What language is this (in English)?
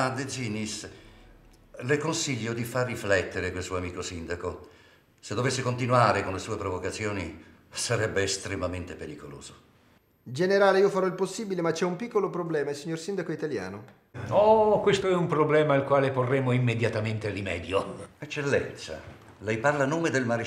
Italian